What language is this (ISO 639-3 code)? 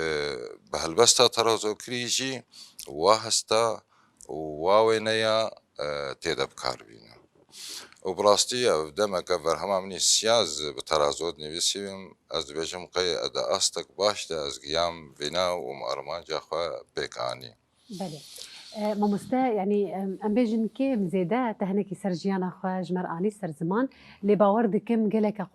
kur